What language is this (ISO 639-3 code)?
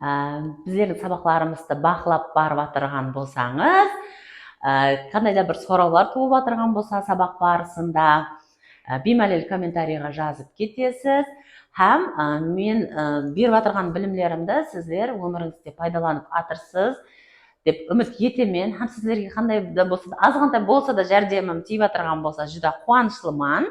kaa